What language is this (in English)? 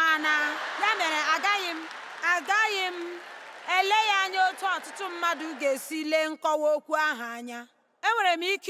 Igbo